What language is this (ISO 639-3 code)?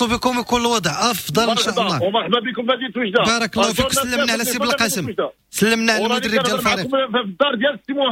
ary